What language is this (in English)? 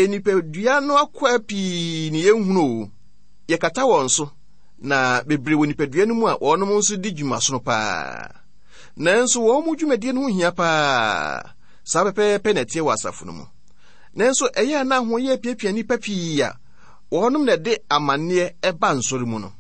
Akan